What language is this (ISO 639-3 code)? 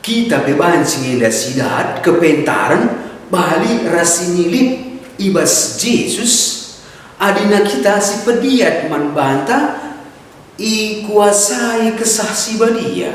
btx